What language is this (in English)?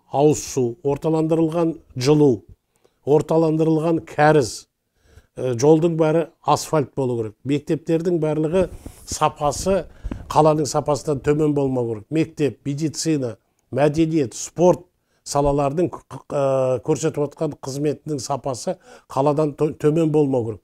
Kazakh